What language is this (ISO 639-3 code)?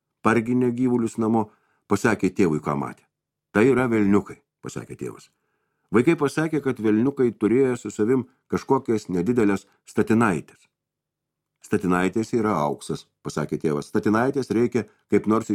lit